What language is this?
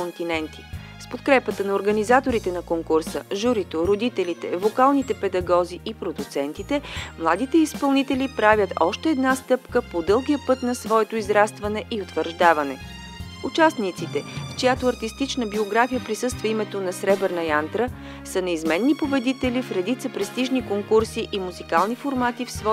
Bulgarian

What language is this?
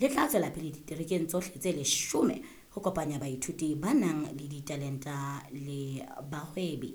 Southern Sotho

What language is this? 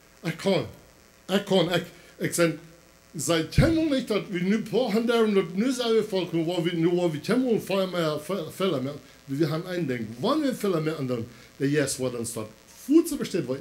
Plautdietsch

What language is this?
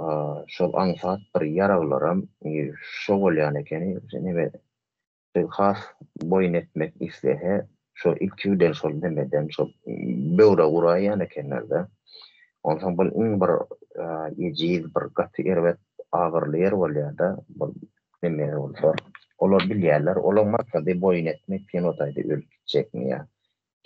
Turkmen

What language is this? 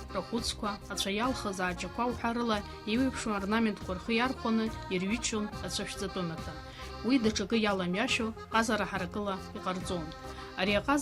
Abkhazian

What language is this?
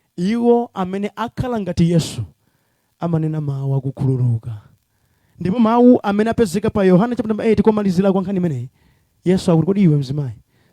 Nyanja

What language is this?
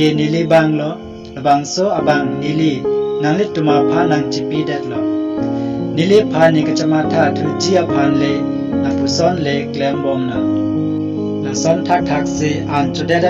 Karbi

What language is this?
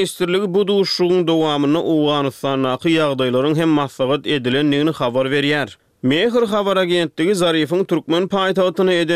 Turkmen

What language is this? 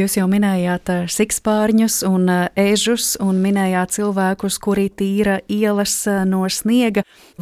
Latvian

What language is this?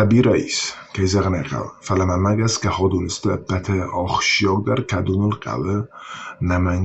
Ossetic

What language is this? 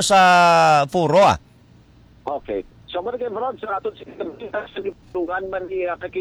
Hiligaynon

